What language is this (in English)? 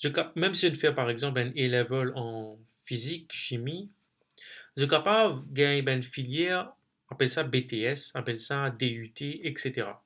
Morisyen